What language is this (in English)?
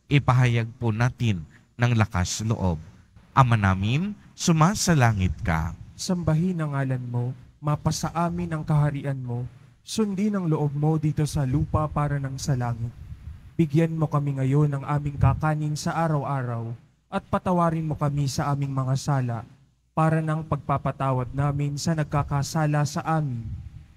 Filipino